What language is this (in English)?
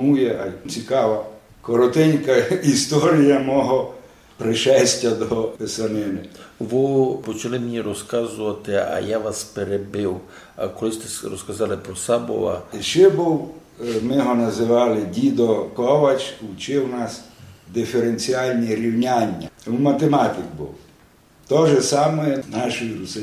Rusyn